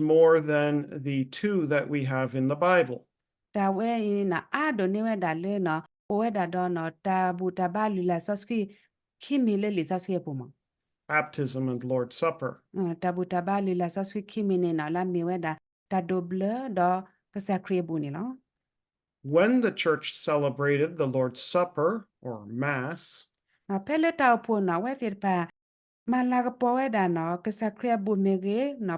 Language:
S'gaw Karen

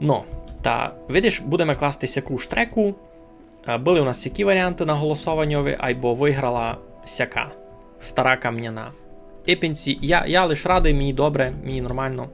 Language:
Rusyn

